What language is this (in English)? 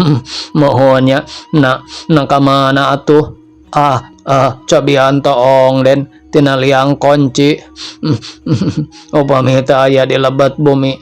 Sundanese